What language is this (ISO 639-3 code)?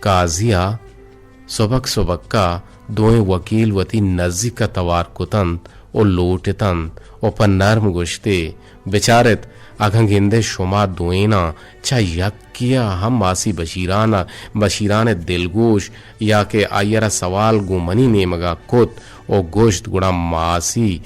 bgp